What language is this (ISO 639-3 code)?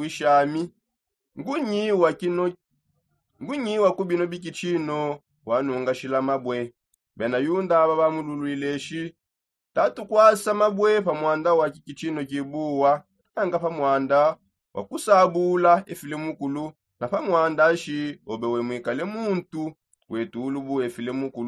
sop